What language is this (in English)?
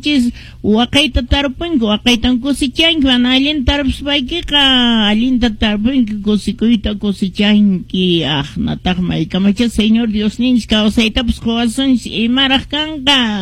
Quechua